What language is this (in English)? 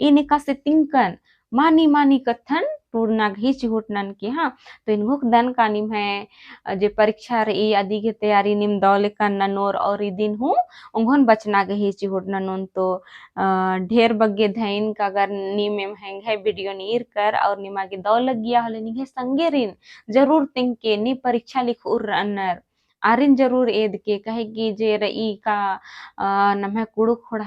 Kurukh